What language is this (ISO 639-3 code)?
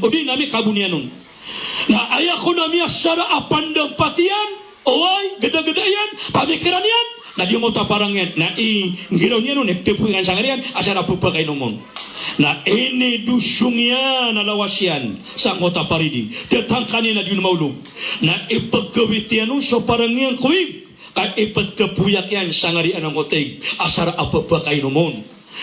mrw